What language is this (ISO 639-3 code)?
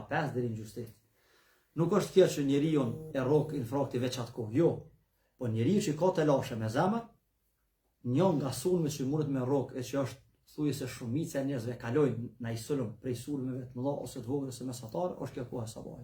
sqi